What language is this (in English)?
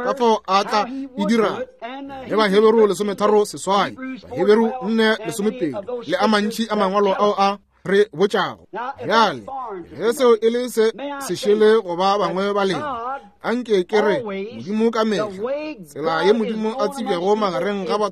Northern Sotho